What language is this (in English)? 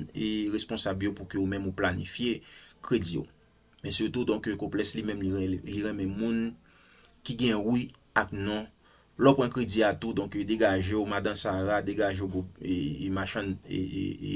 Haitian Creole